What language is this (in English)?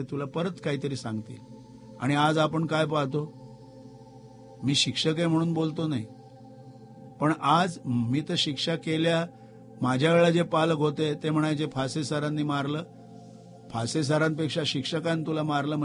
Marathi